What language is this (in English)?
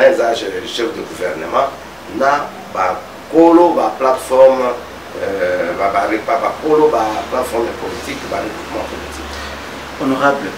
Lingala